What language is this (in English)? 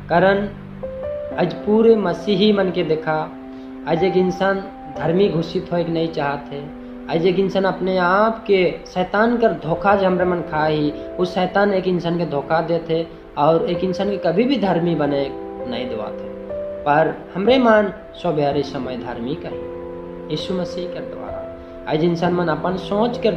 Sadri